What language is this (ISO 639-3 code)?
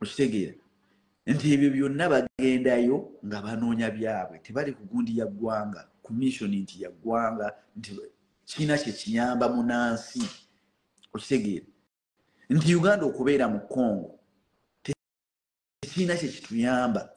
lug